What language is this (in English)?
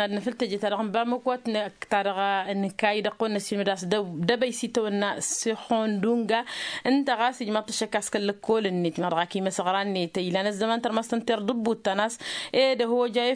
Tamasheq